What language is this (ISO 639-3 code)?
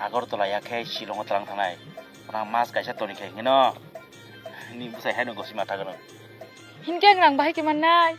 trp